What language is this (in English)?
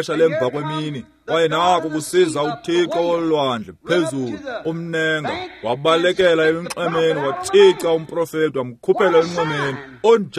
Xhosa